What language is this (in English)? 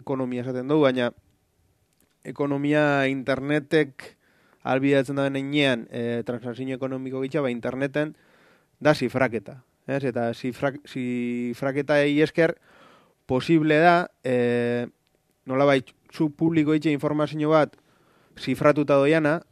Basque